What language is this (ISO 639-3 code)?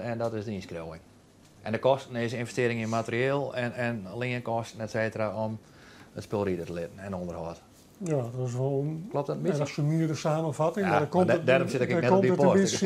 fry